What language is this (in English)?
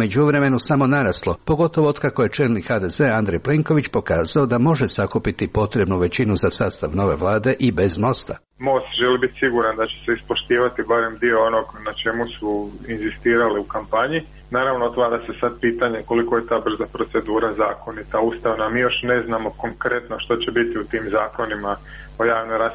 Croatian